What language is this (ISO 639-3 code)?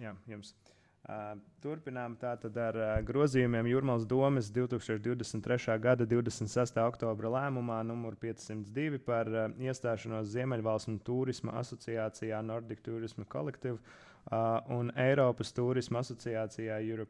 lav